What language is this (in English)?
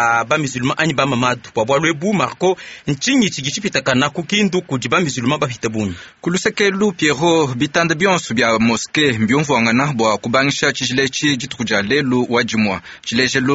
Luba-Lulua